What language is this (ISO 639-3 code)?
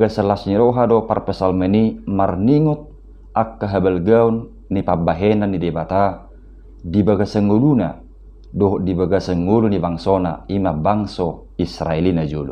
bbc